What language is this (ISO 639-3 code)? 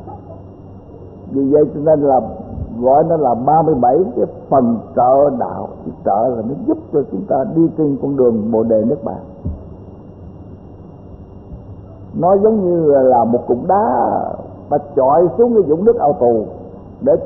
vie